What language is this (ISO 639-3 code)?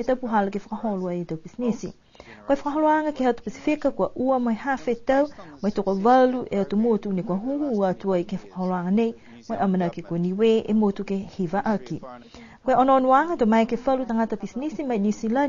niu